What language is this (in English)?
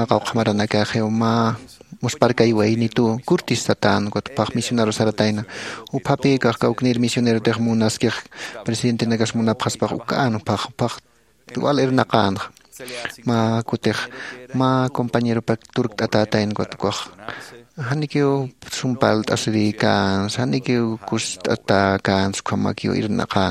Aymara